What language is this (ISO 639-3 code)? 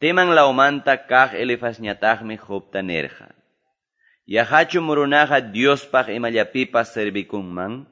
que